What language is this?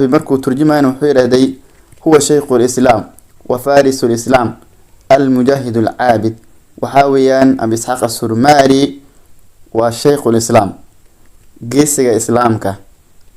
Somali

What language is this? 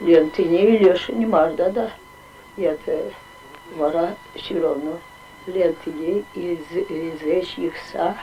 Chuvash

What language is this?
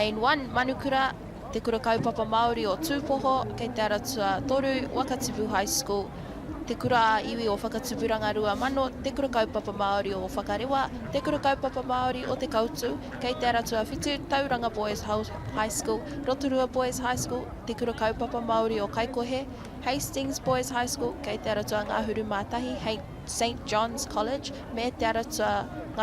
Māori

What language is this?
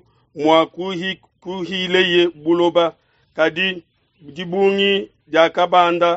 Luba-Lulua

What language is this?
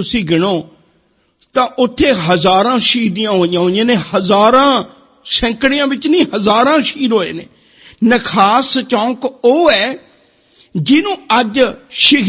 Punjabi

